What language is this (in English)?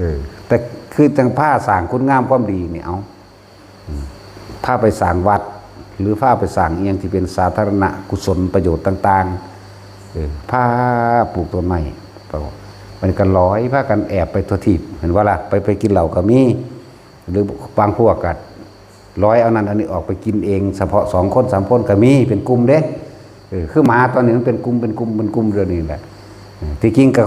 Lao